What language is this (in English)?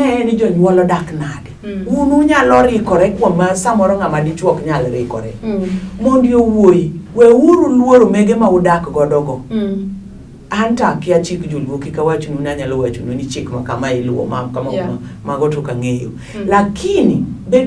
Luo (Kenya and Tanzania)